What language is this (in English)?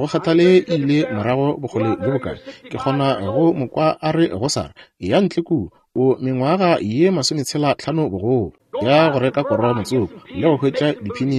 Northern Sotho